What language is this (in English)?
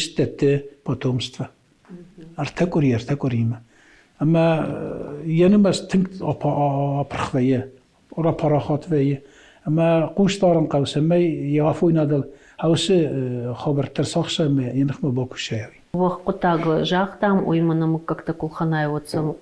Ossetic